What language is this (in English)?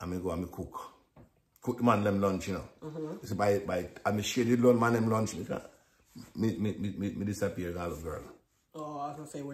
Jamaican Creole English